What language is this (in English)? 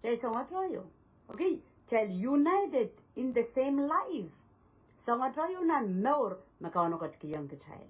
Pohnpeian